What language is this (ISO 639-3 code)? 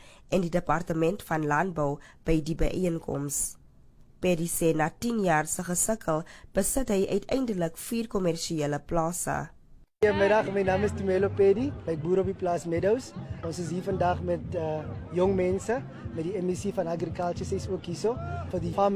afr